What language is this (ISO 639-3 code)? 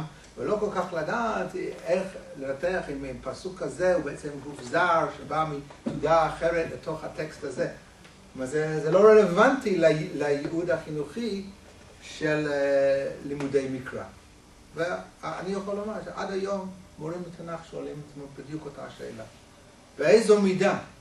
heb